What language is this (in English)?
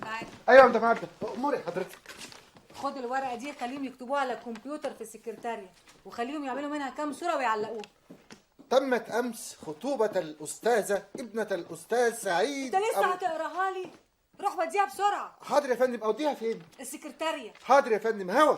Egyptian Arabic